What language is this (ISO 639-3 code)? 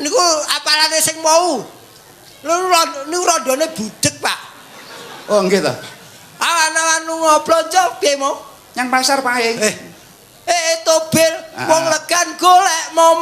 jav